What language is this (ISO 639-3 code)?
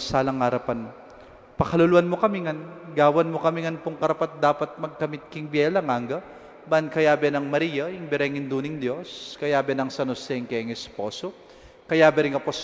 pam